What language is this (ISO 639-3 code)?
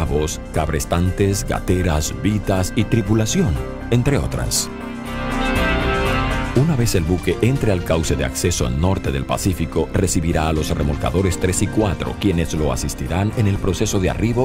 spa